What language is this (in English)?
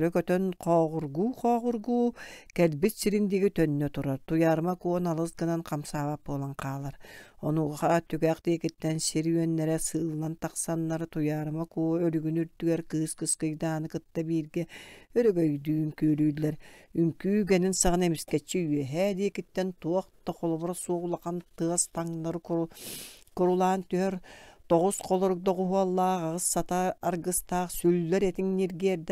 Yakut